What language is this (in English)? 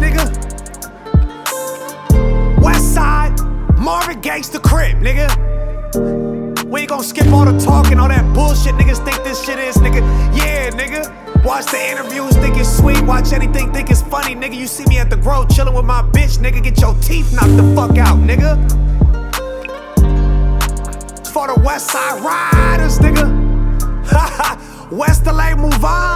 English